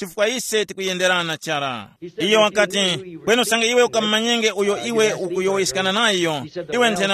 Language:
Tumbuka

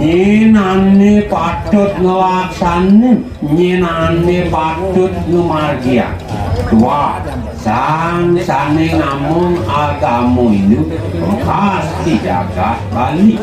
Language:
Balinese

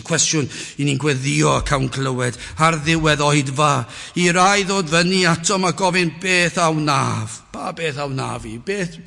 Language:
Welsh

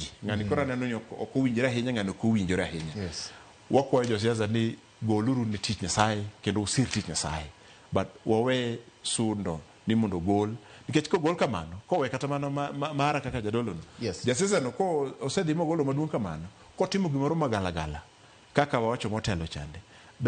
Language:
Luo (Kenya and Tanzania)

